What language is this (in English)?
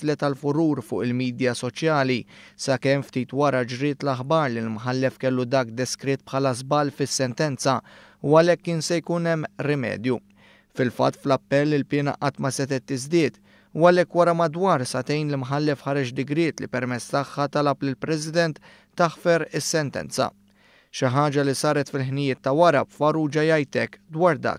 Maltese